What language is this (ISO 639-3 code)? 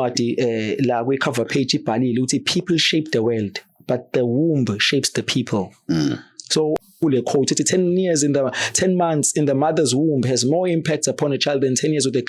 zul